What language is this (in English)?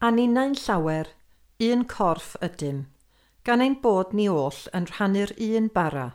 Welsh